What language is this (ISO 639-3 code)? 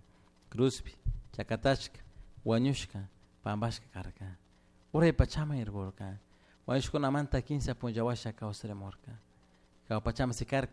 qug